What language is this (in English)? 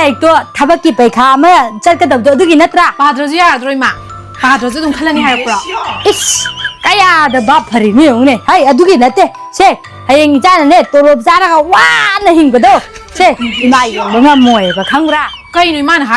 Manipuri